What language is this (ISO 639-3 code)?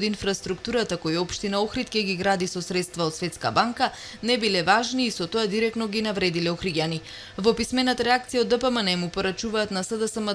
mkd